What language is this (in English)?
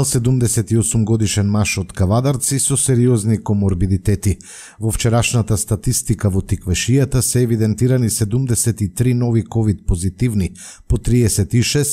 Macedonian